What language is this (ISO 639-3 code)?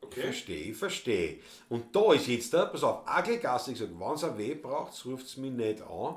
bar